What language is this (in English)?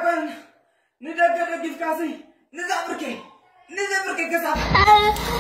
Tigrinya